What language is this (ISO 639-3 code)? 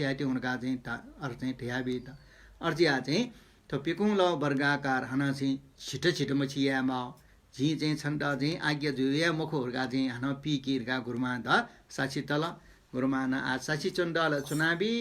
new